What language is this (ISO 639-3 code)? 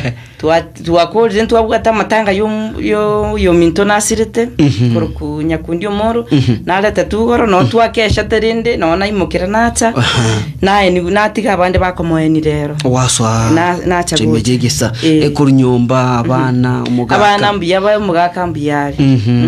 guz